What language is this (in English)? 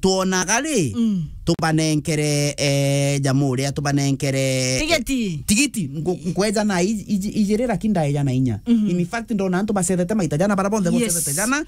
Meru